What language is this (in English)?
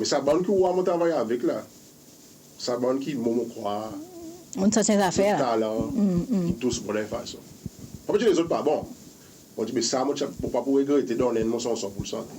Seselwa Creole French